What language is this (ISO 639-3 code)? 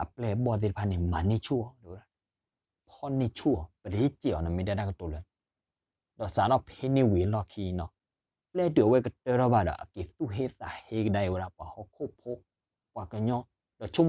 ksw